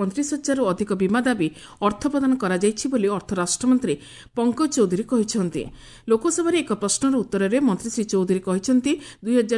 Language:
Odia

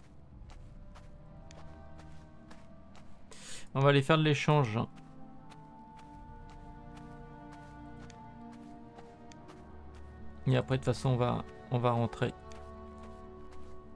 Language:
French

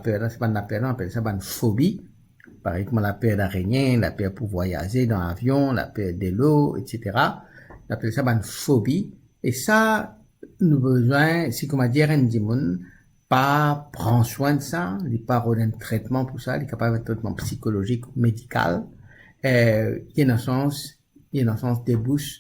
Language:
Morisyen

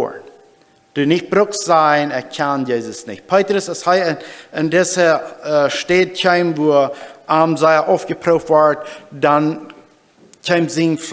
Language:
Plautdietsch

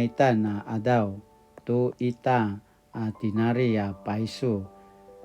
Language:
Paiwan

